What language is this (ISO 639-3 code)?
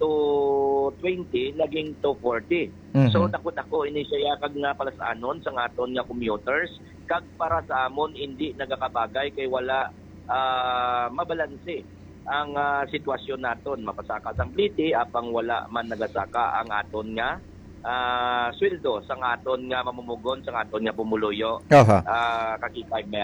hil